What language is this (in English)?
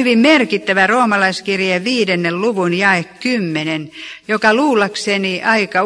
Finnish